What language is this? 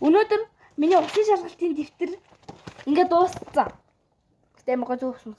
Mongolian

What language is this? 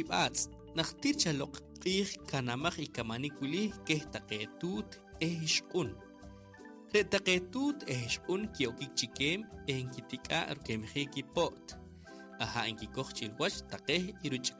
Poqomchi'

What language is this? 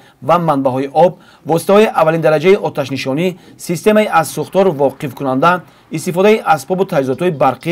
Tajik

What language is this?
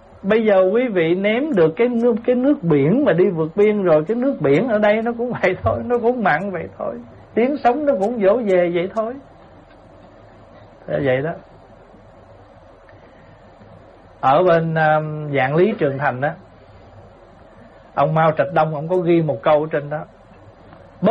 Vietnamese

